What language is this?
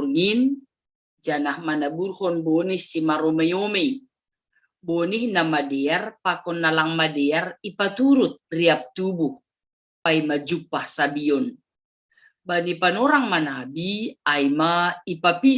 Batak Simalungun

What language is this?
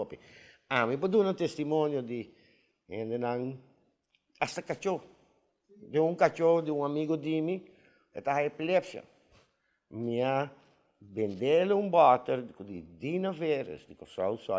Papiamento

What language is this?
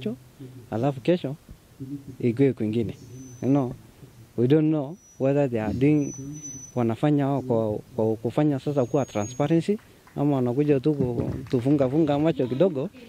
Swahili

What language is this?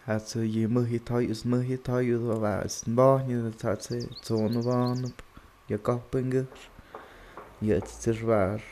Totontepec Mixe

